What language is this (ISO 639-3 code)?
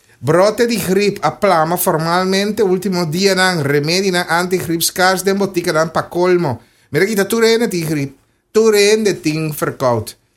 pap